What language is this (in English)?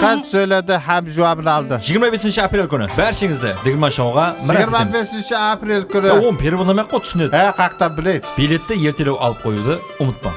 Kara-Kalpak